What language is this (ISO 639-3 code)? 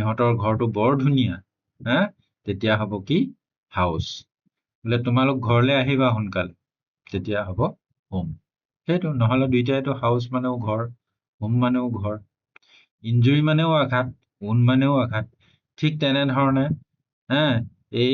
asm